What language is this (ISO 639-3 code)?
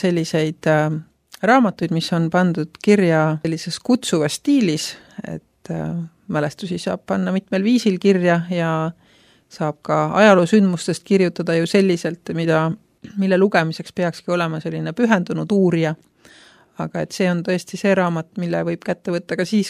est